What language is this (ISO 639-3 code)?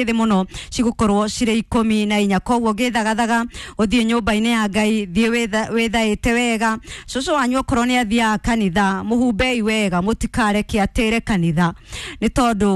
kik